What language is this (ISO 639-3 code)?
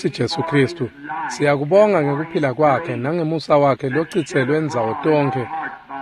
ssw